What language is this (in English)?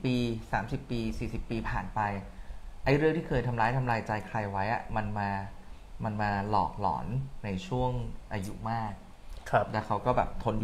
Thai